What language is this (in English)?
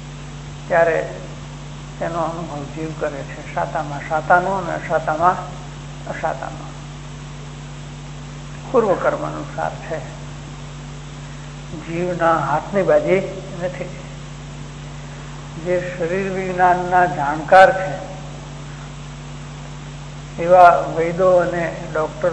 Gujarati